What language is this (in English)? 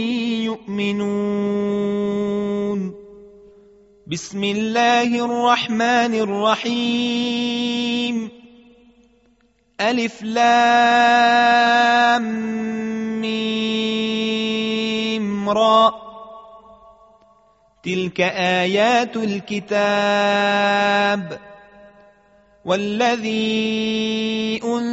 Arabic